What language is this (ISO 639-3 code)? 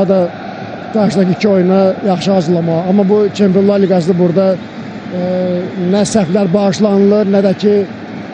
aze